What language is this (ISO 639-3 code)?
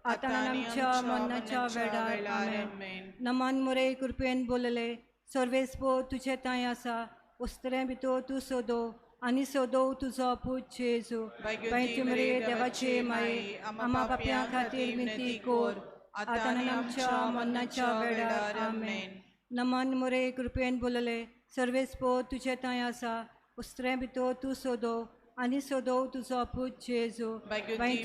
kok